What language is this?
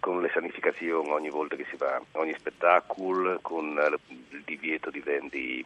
Friulian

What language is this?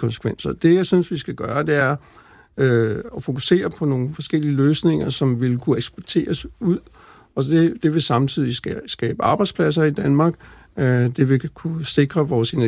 Danish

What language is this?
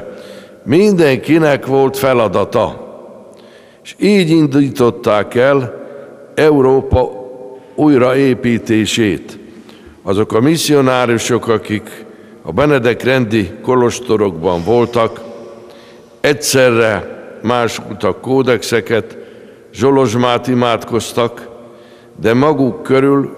Hungarian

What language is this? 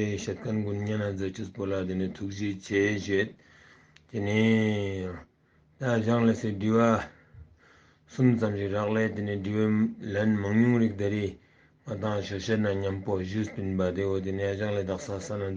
Ladakhi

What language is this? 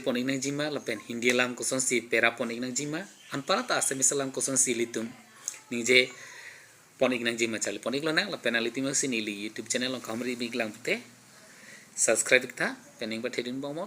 Karbi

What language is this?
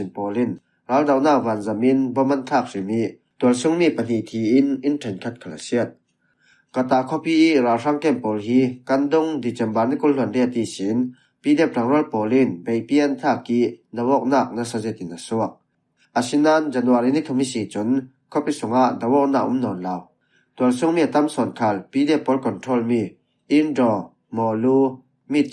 Falam Chin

